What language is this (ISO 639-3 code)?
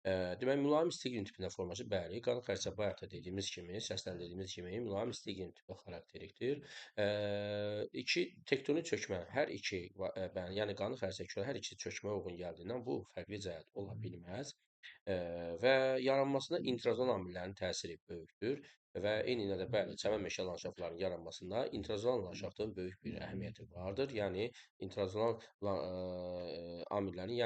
aze